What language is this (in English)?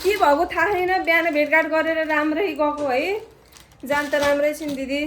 Nepali